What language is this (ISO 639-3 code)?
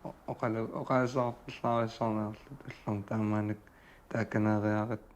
kal